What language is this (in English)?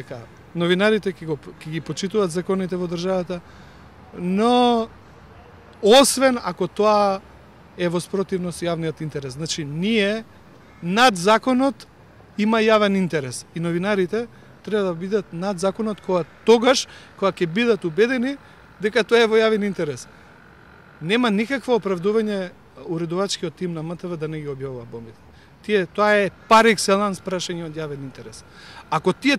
Macedonian